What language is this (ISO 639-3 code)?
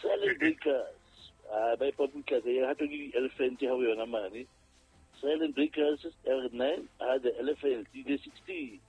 sot